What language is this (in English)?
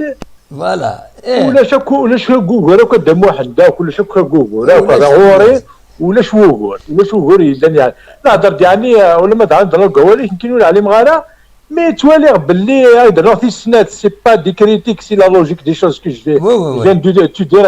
Kabyle